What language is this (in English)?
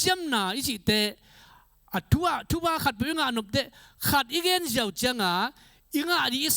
Tedim Chin